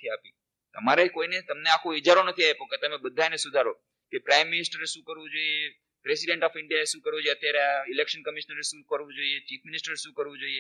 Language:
Gujarati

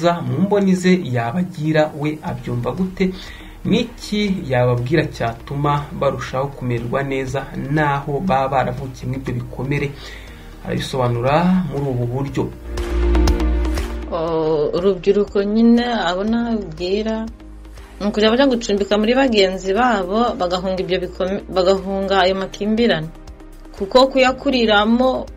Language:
Kinyarwanda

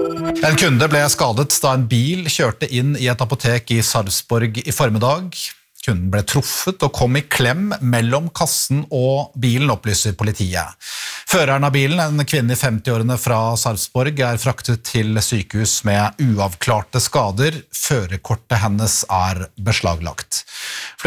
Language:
Norwegian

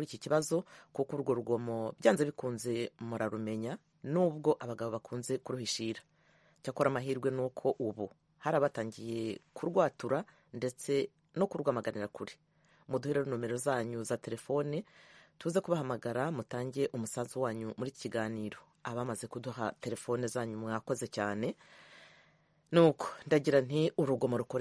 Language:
Kinyarwanda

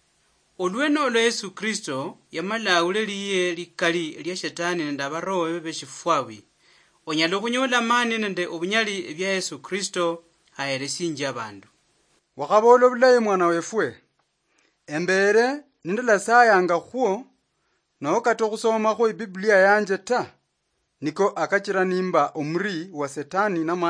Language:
Luyia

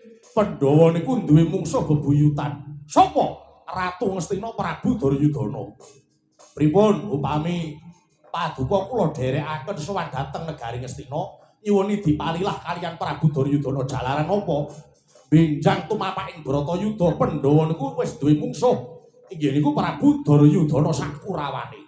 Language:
Javanese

